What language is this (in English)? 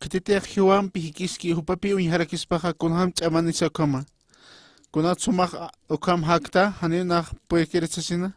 Aymara